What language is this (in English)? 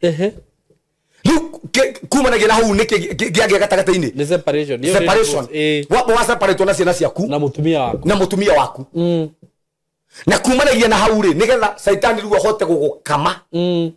Kikuyu